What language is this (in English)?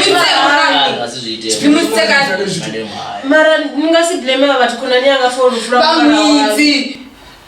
Venda